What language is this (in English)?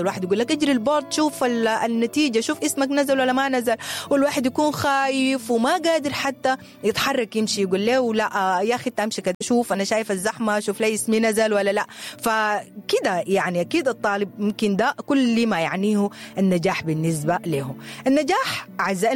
Sudanese Arabic